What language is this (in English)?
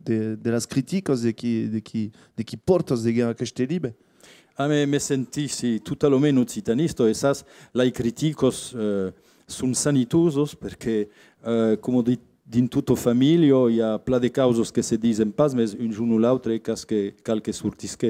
Occitan